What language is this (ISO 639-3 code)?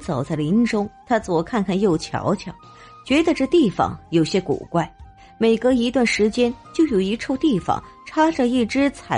zho